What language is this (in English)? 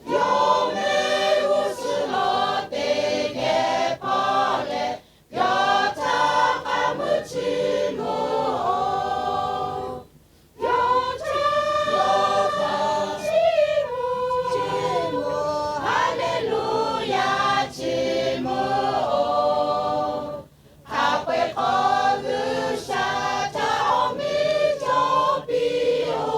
Lahu